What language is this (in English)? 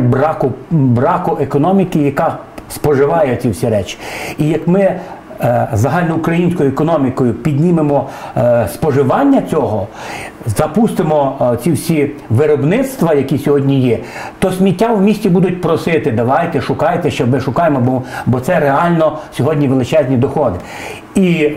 Ukrainian